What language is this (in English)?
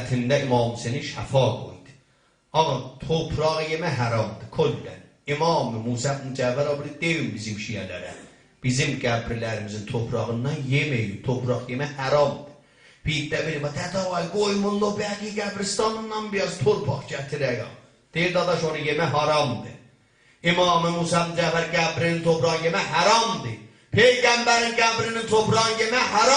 South Azerbaijani